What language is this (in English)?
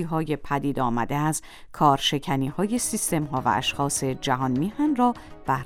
Persian